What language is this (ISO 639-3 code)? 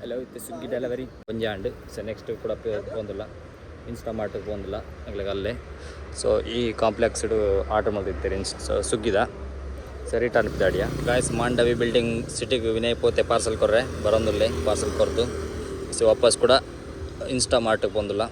tcy